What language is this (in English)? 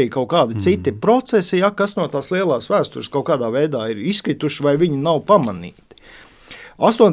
Latvian